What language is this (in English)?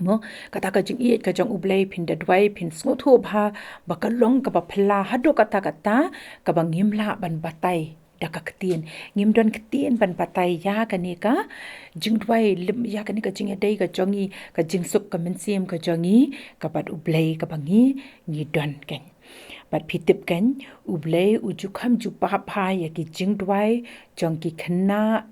Khasi